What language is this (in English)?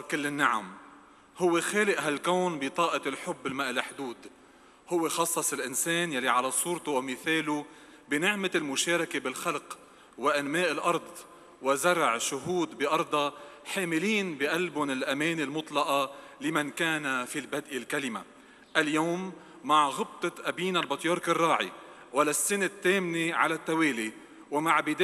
North Levantine Arabic